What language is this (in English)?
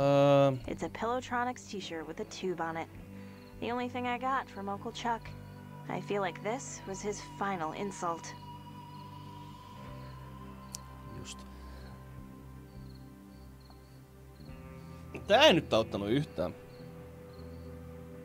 Finnish